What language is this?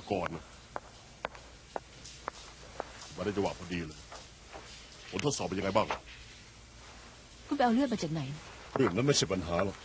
Thai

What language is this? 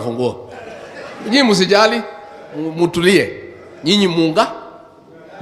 Meru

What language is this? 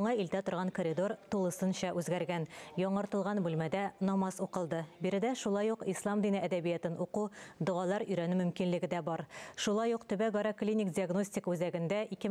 Tatar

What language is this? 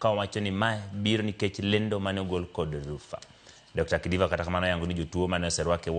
Luo (Kenya and Tanzania)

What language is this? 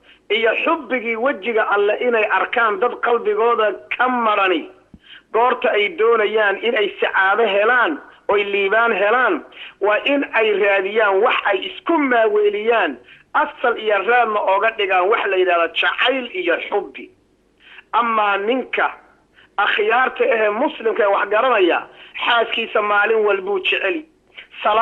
Somali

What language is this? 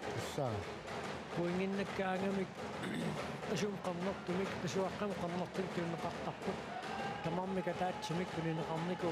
Kalaallisut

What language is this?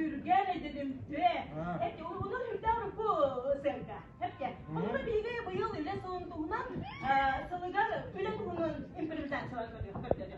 Yakut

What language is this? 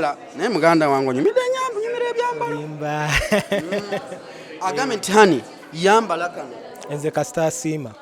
Ganda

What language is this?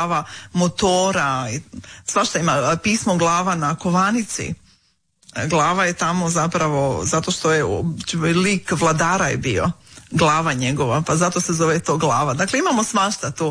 Croatian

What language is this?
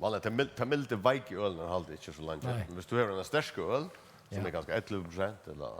Faroese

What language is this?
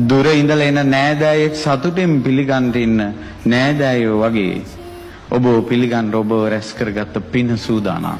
Sinhala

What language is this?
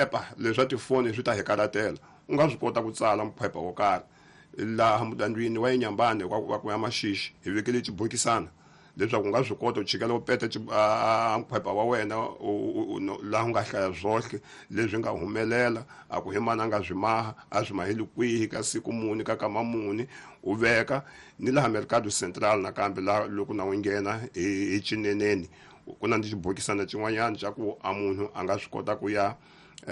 Tsonga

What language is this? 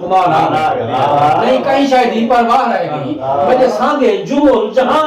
Saraiki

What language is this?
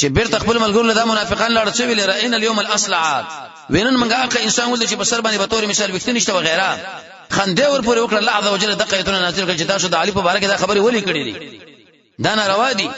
Pashto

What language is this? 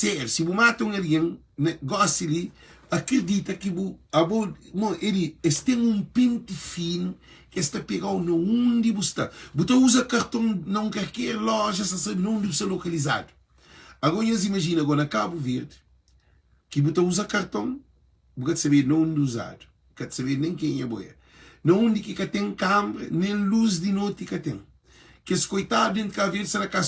Kabuverdianu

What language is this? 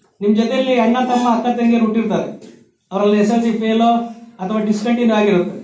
Kannada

